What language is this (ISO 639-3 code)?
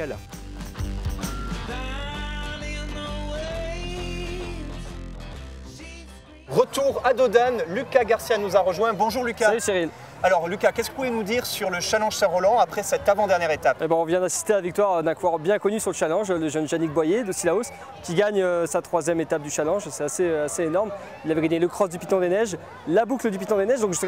fra